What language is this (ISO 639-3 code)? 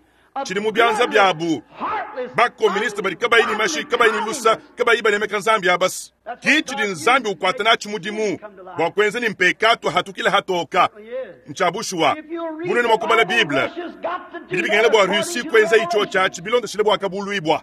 lua